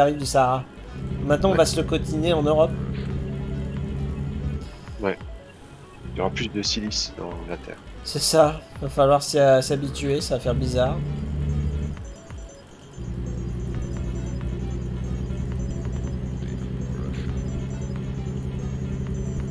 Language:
French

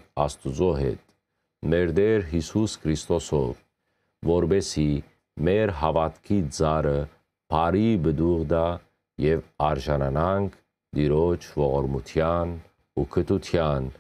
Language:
Western Armenian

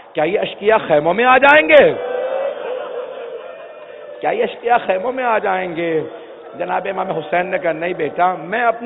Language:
Urdu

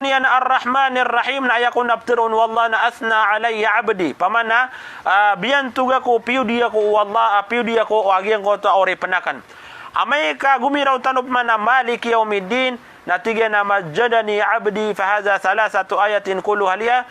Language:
Maranao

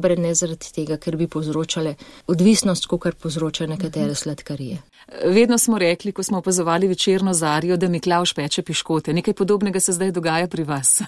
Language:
Slovenian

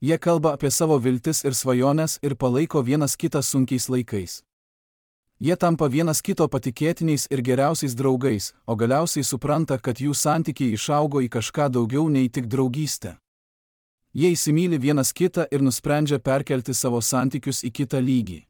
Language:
Lithuanian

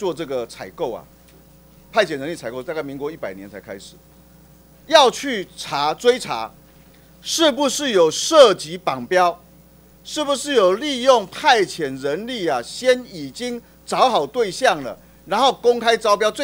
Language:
Chinese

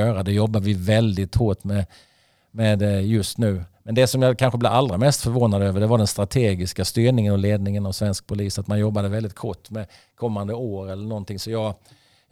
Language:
Swedish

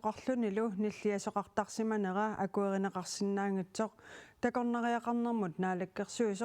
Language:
Kalaallisut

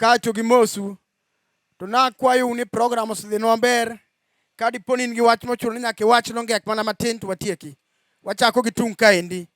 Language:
Luo (Kenya and Tanzania)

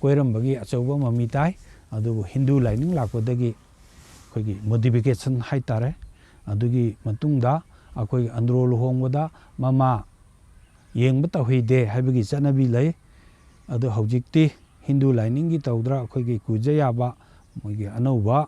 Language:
Manipuri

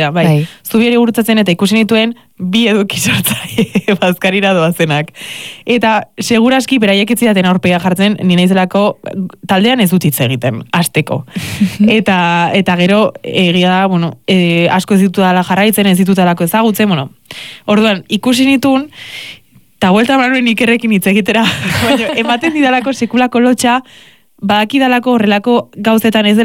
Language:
Basque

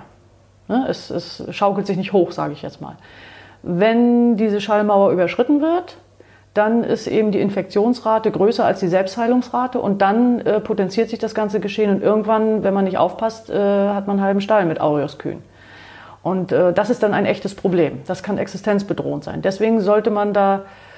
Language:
German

